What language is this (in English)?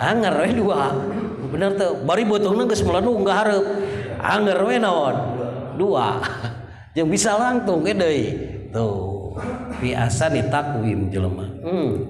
Sundanese